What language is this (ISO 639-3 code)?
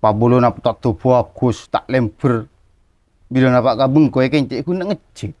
mad